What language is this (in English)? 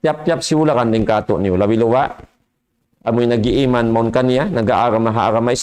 Tausug